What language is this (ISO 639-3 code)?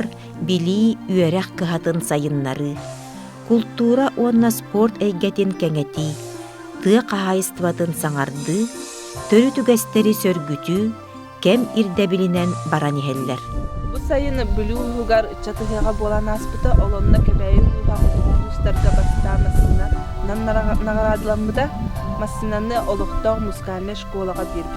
sah